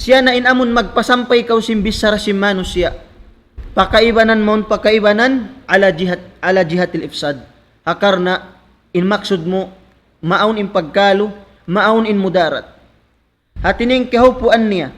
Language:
Tausug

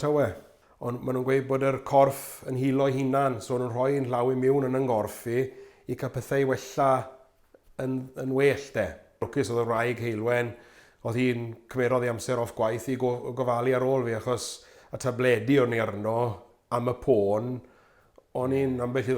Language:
Welsh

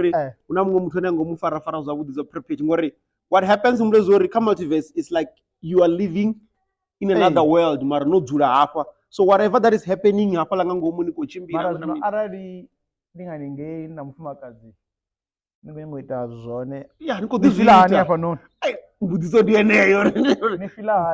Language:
Venda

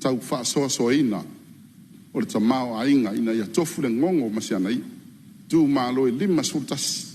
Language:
Samoan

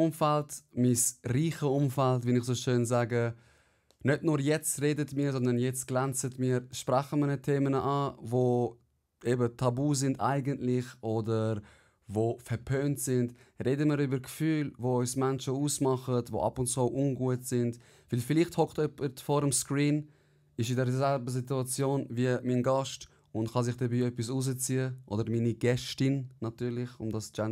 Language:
Swiss German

